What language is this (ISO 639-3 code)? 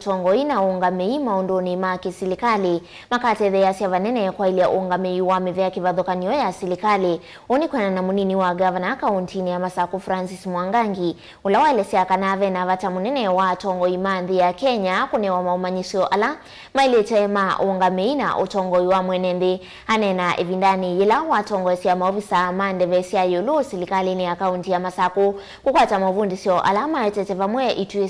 kam